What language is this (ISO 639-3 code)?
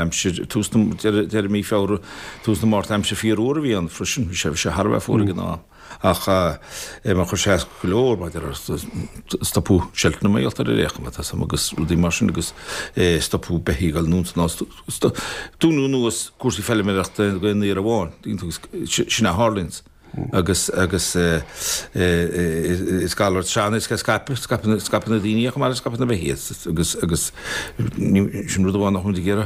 gle